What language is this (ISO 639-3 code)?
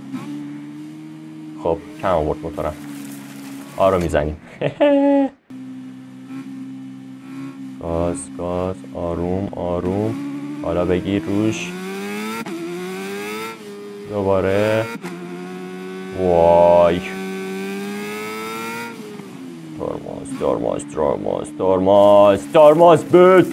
fas